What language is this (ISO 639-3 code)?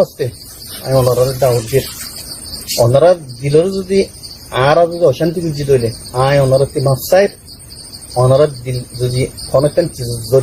rhg